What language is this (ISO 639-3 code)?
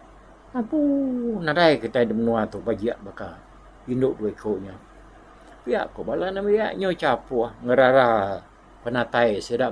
iba